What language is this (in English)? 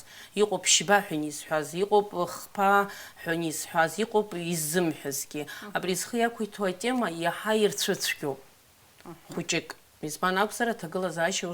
Abkhazian